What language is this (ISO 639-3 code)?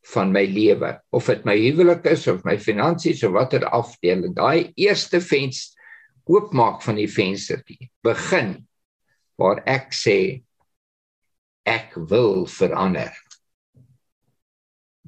afr